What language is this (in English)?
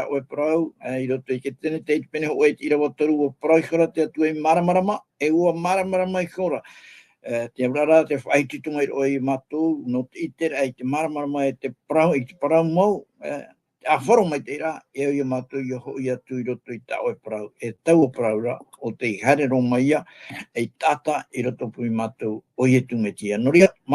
Tahitian